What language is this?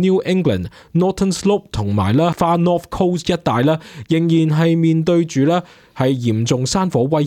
Cantonese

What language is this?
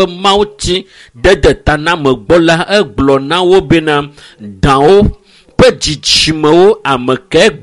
Ewe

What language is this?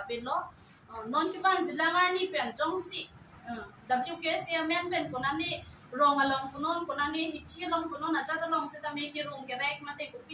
Karbi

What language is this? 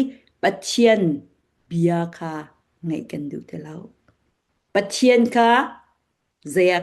Falam Chin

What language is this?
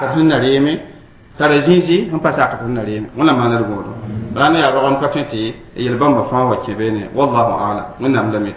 Mossi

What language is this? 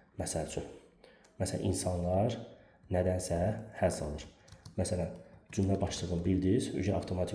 Azerbaijani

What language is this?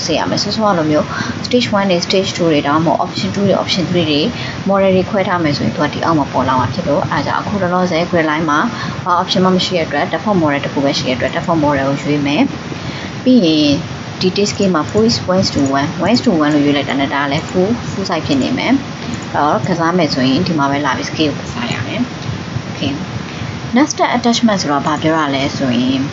Burmese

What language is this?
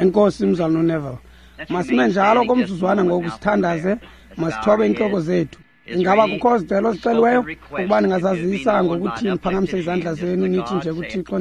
Xhosa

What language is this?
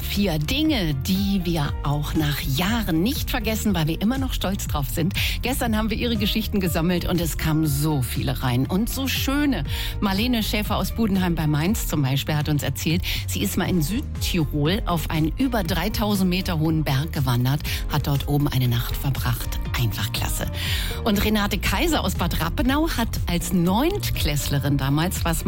German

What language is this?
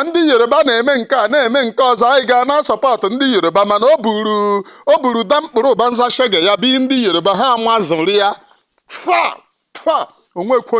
Igbo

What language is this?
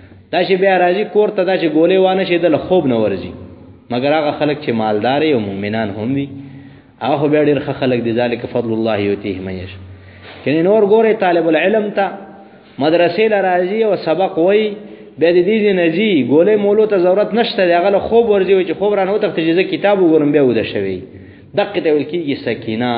Pashto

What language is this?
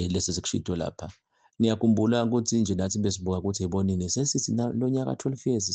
Zulu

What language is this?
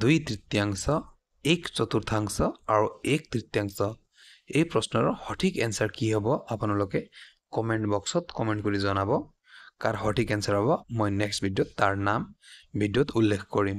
Assamese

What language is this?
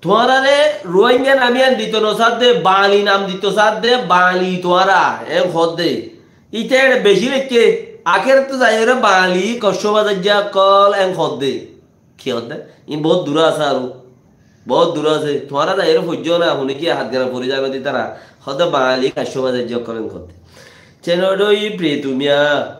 Rohingya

